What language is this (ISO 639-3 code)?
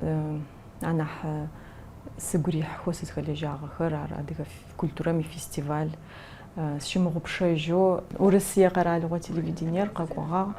ady